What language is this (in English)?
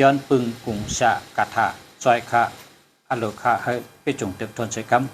Shan